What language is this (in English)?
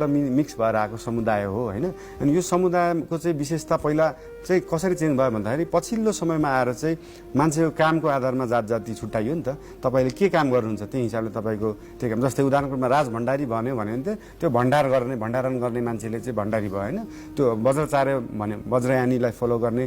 Nepali